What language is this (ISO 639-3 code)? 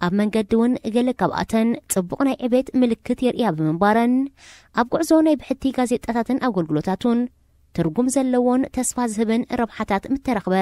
tir